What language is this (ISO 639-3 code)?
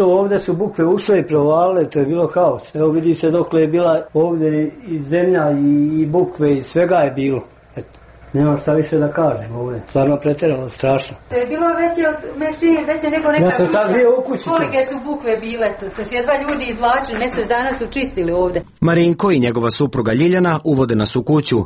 srp